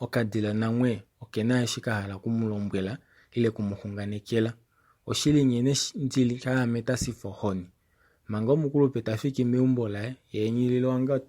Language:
Kuanyama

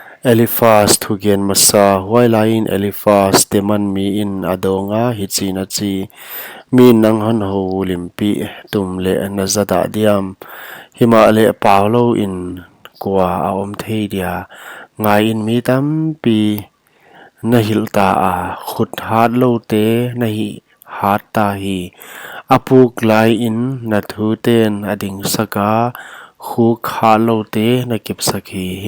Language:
Paite Chin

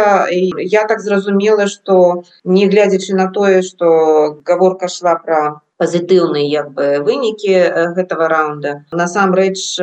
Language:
Belarusian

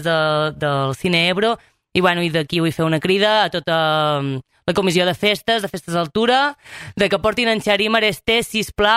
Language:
Catalan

